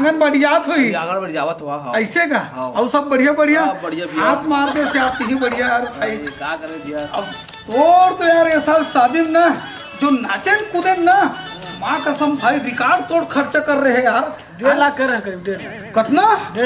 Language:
Chhattisgarhi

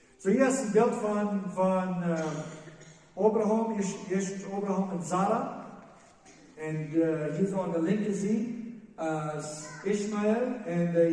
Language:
Plautdietsch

